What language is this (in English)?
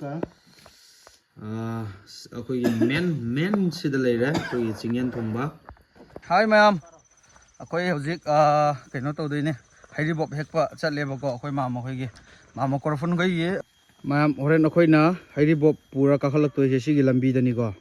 Manipuri